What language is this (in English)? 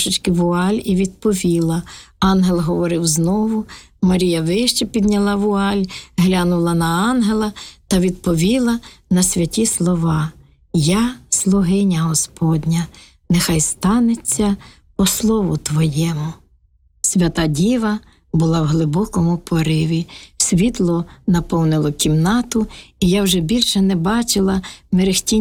Ukrainian